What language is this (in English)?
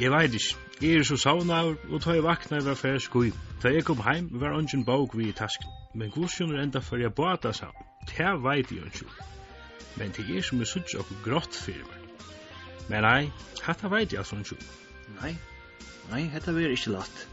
Faroese